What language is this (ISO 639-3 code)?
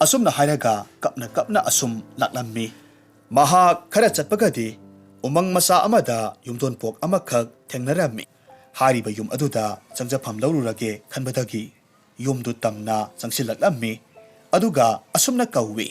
mni